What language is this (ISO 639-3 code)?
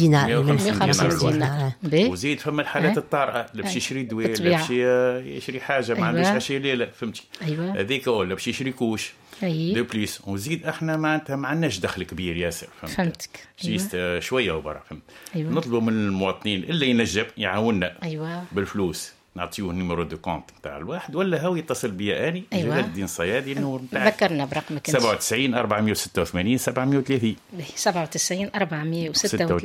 aeb